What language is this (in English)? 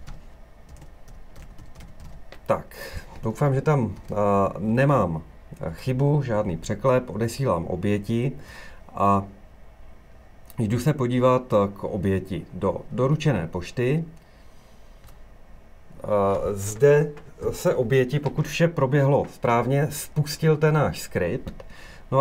Czech